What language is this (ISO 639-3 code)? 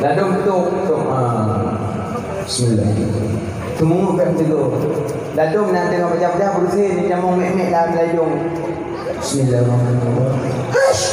ace